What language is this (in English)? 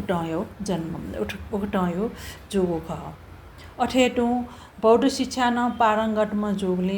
Newari